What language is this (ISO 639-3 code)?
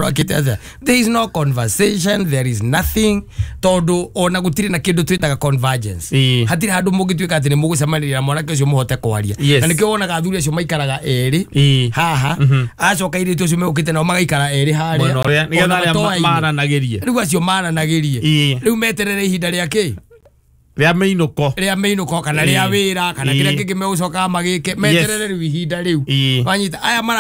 kik